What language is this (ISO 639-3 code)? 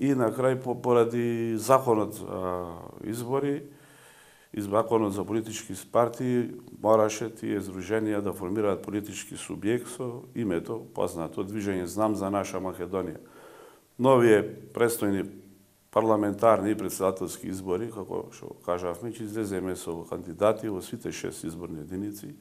mkd